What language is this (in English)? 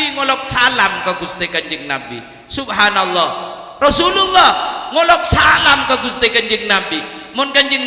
Madurese